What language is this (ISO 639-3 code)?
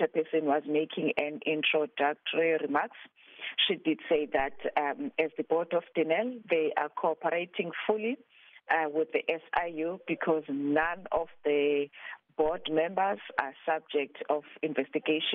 eng